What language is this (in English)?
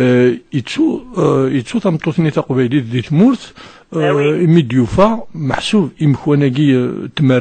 Kabyle